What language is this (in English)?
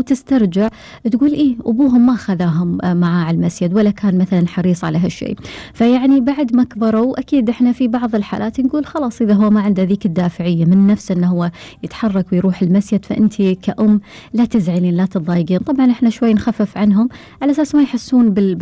Gulf Arabic